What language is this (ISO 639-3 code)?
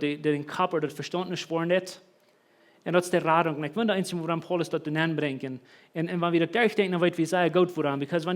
pdt